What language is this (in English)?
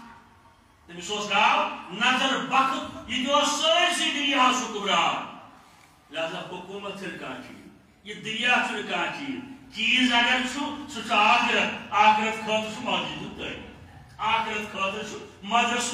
Kashmiri